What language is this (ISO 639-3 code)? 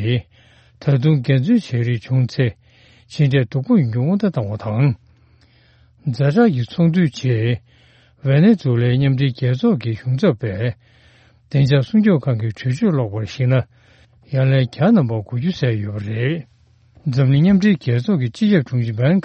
bod